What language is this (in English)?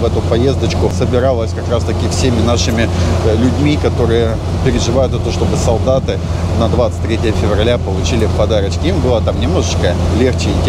Russian